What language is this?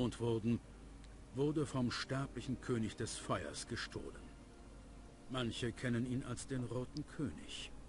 German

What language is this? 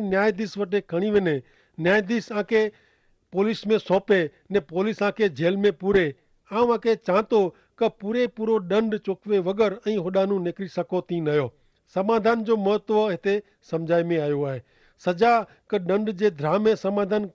Kachhi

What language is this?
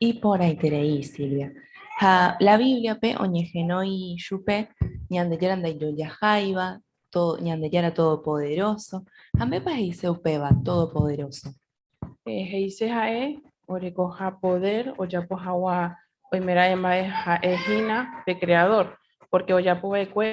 Guarani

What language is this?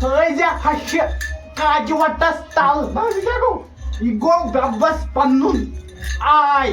Kashmiri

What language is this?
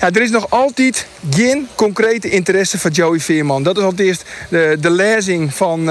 Western Frisian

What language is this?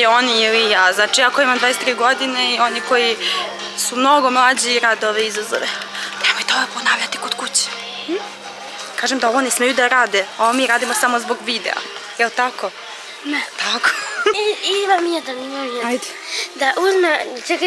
Serbian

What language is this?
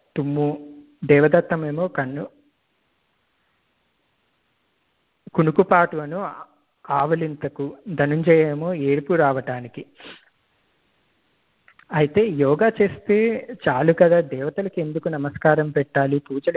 Telugu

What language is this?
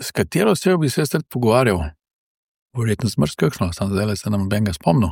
Slovenian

